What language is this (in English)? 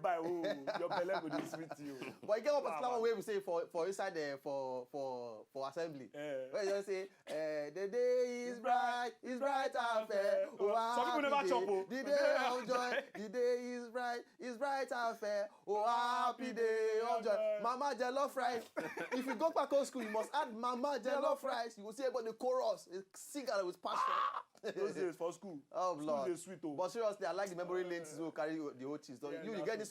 Nigerian Pidgin